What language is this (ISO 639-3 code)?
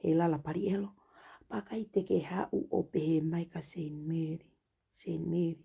ton